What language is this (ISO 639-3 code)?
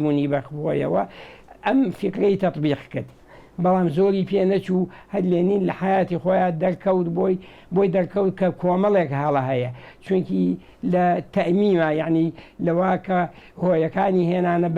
ckb